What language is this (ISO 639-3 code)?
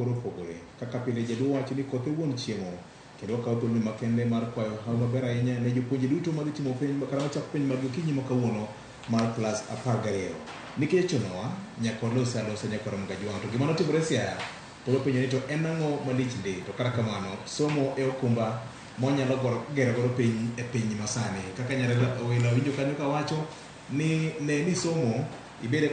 luo